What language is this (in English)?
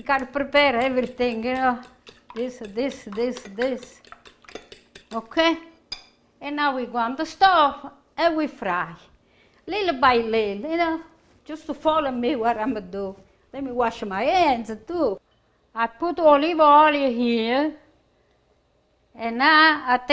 English